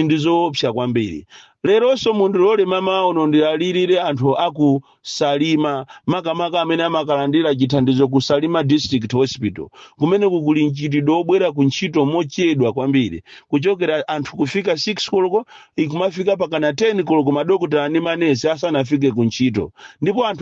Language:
Nyanja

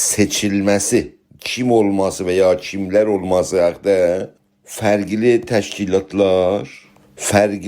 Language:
South Azerbaijani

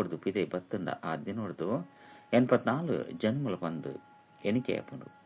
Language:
Tulu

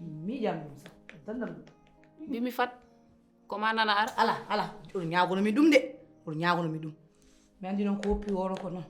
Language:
Fula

